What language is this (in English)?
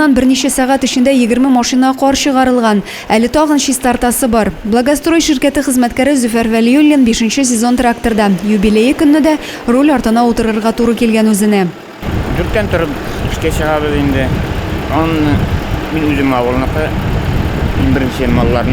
Tatar